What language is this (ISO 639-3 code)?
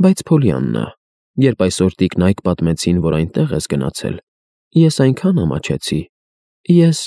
hye